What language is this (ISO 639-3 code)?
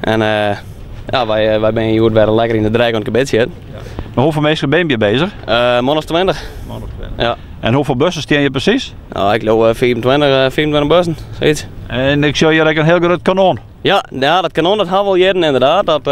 fry